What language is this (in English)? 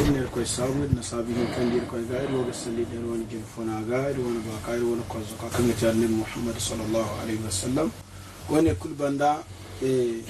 Zarma